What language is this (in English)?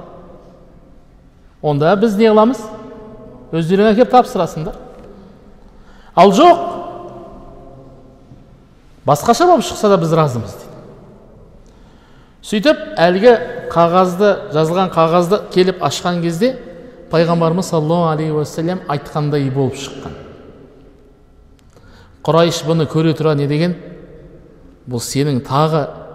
Kazakh